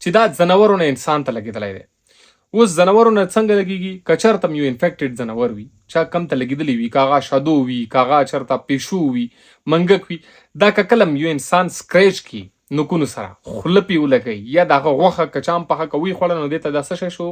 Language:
Pashto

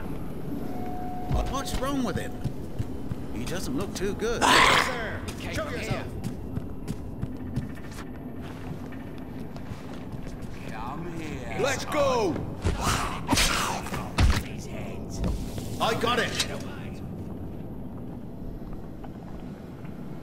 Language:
German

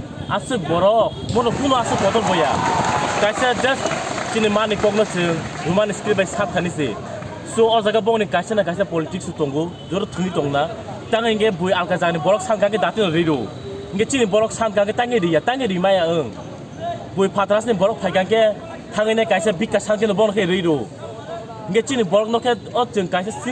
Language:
Kok Borok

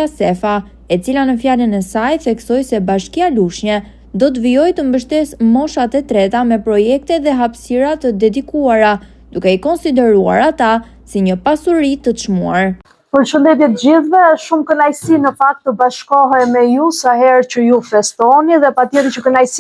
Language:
Albanian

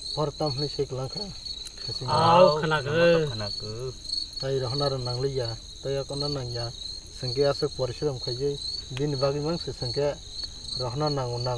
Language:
Kok Borok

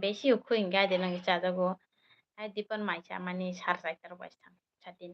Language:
Kok Borok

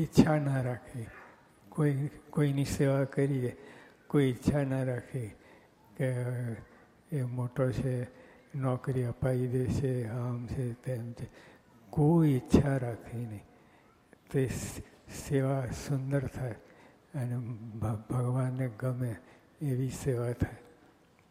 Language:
Gujarati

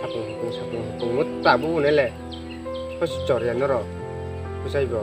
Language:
Kok Borok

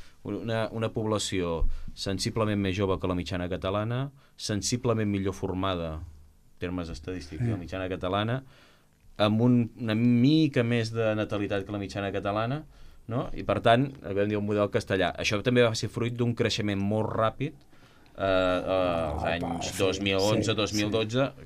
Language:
Catalan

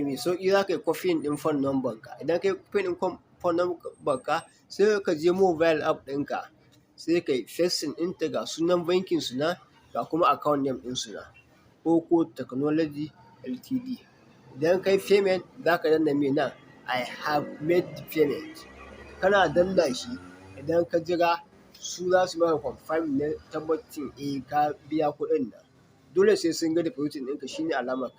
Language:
Hausa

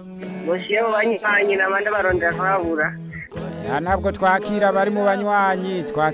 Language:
Rundi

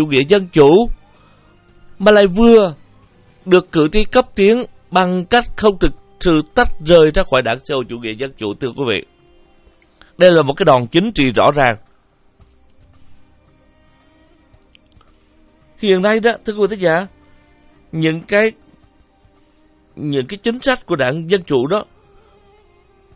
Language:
Vietnamese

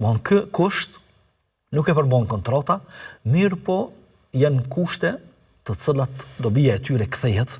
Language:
Albanian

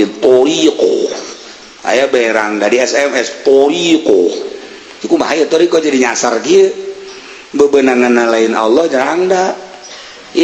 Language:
Sundanese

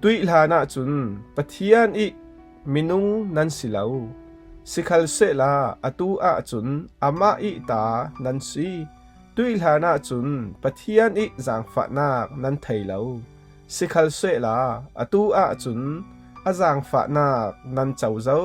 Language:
Falam Chin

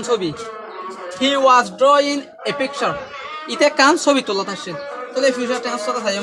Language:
Rohingya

